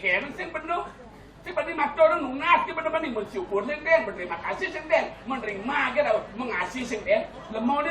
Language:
Balinese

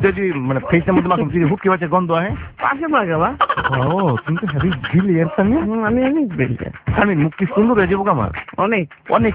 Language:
Bangla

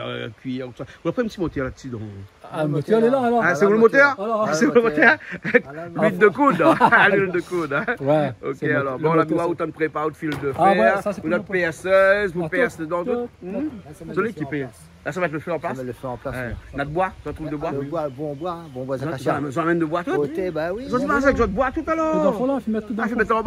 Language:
Réunion Creole French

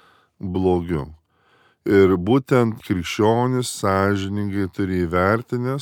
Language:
Lithuanian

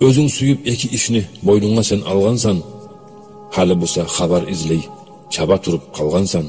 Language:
Kumyk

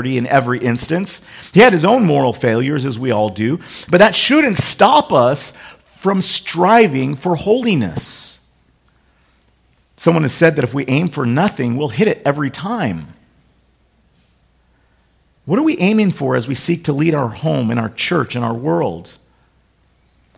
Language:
English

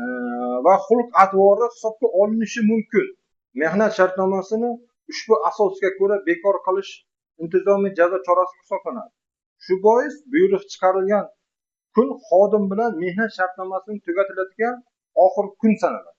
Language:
Uzbek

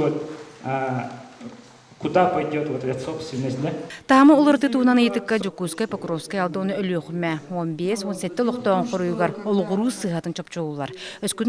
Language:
Yakut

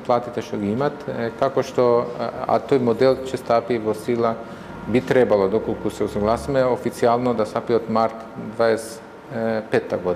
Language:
Macedonian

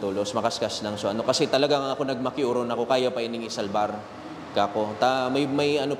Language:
Bikol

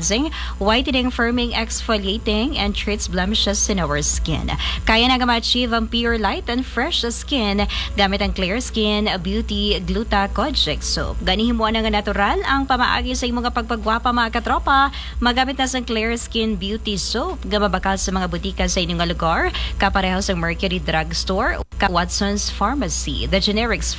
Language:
Hiligaynon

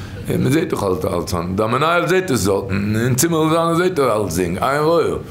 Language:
Yiddish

